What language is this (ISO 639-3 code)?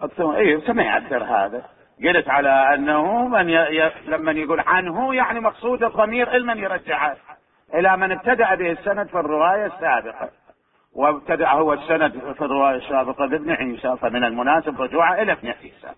acm